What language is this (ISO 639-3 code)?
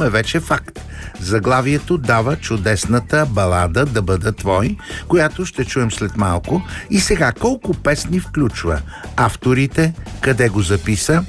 bul